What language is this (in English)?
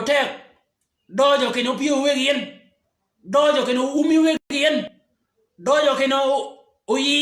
Shilluk